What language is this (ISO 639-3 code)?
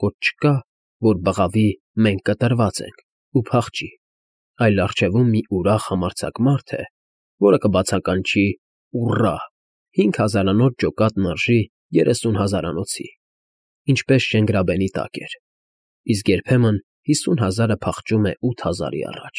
hye